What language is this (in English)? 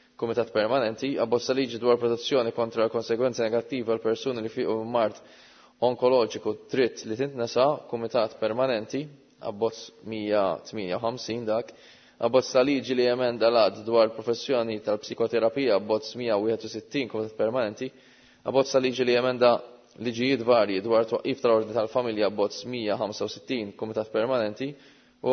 Maltese